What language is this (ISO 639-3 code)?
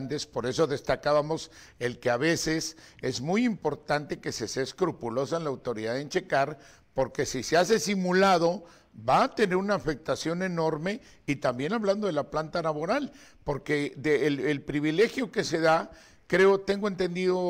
spa